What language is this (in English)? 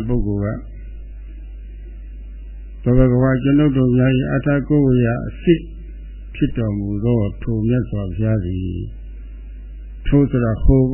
Burmese